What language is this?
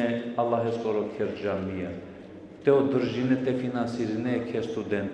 Balkan Romani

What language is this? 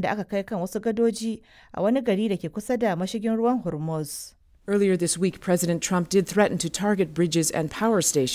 Hausa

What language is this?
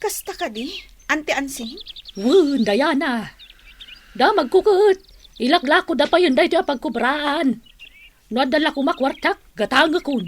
Iloko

